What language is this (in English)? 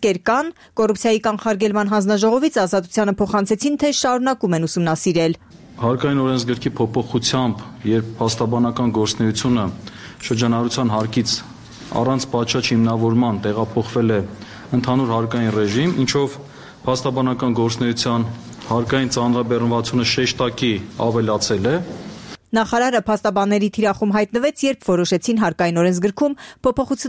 Armenian